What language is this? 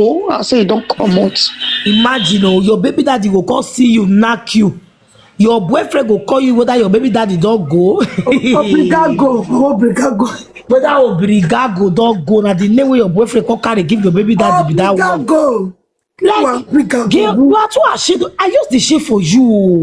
Nigerian Pidgin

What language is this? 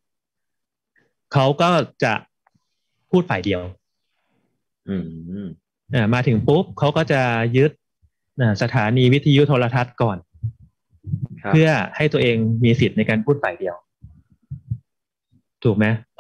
Thai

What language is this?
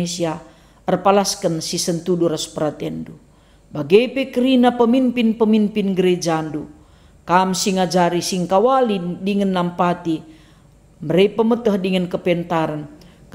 Batak Karo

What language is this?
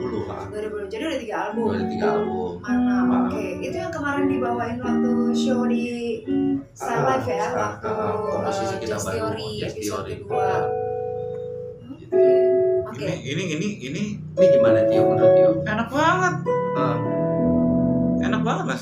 Indonesian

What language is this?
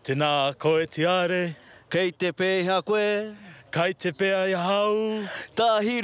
Māori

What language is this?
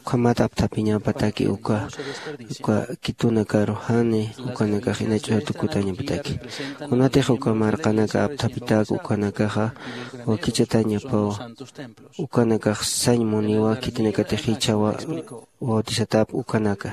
Aymara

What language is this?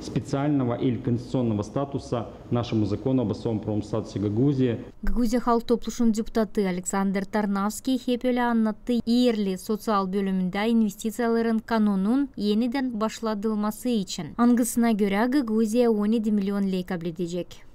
Gagauz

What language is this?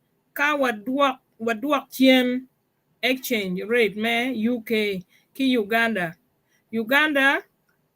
Acoli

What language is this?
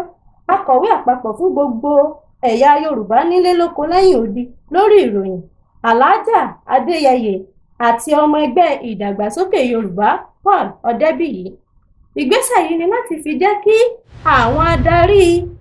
Yoruba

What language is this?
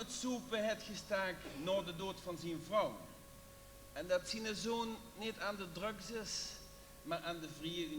Limburgish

